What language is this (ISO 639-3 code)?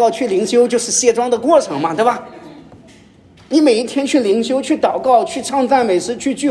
zho